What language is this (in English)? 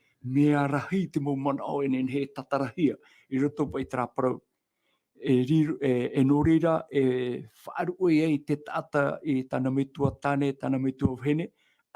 Tahitian